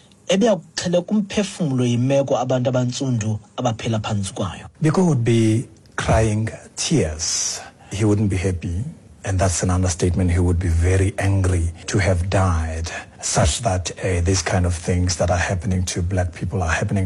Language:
Xhosa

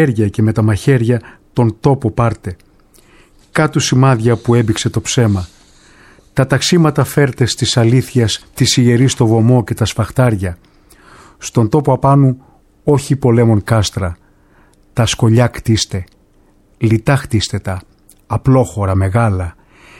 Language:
Greek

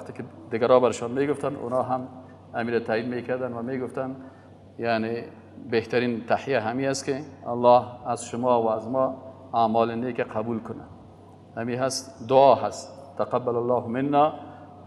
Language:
Persian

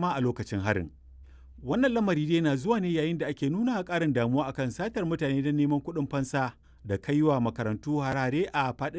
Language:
Hausa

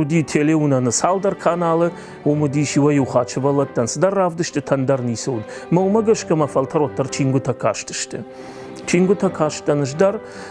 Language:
Ossetic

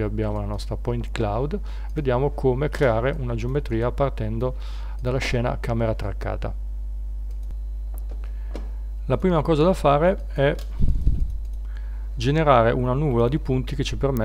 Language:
Italian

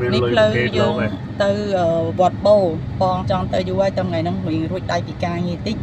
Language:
Khmer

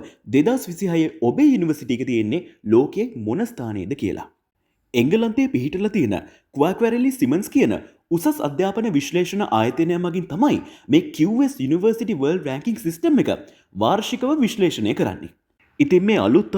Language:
Sinhala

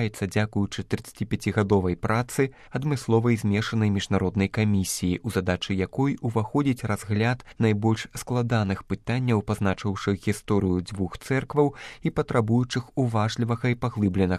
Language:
Belarusian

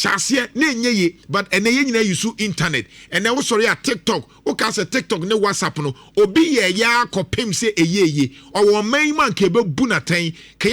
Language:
Akan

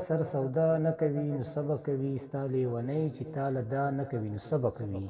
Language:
Pashto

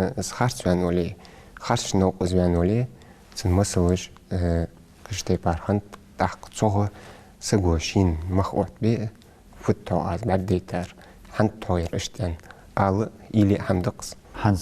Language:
Ingush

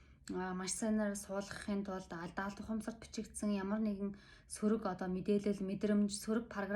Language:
Mongolian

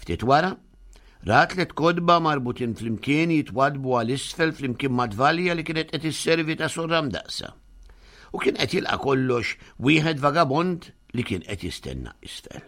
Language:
Maltese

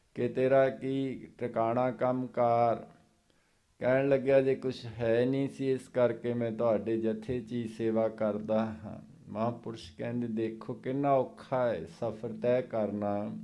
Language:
Punjabi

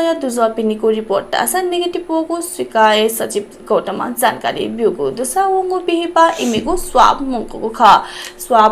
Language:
Newari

